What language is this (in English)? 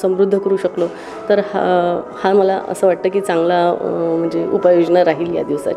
Marathi